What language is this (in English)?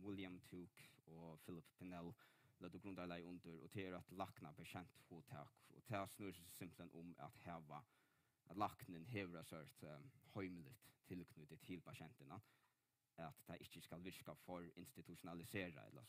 Faroese